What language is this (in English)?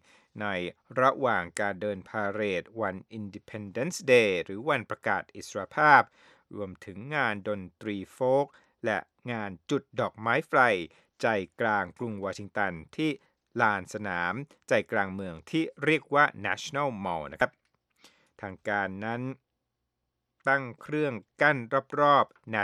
Thai